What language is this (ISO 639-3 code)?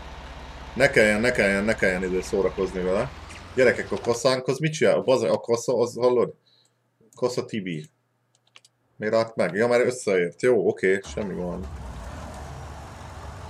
hun